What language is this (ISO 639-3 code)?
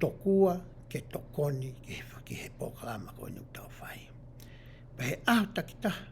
ton